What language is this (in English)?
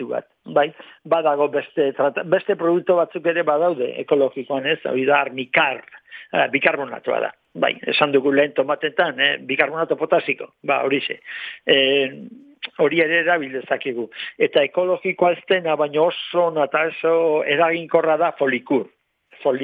Basque